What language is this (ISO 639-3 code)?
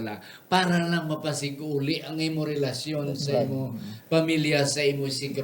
hil